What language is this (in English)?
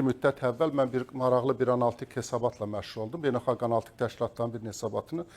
Azerbaijani